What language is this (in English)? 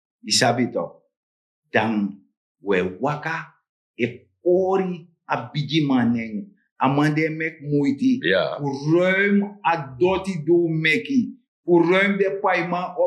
Sranan Tongo